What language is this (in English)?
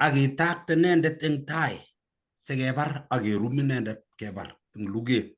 Kalenjin